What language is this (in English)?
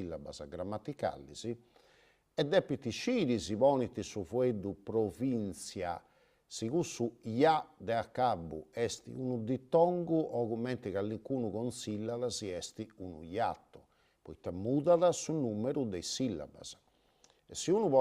Sardinian